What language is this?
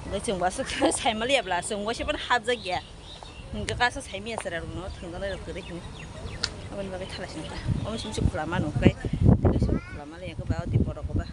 Kok Borok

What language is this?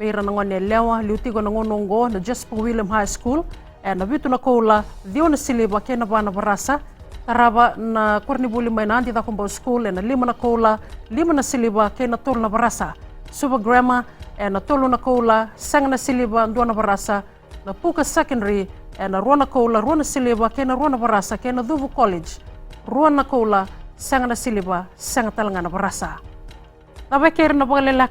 Fijian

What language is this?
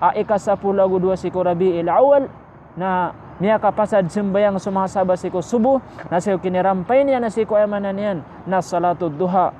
Maranao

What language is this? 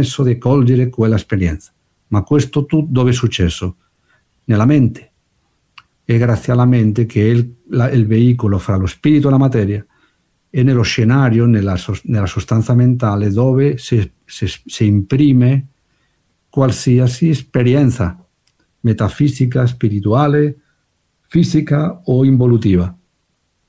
Italian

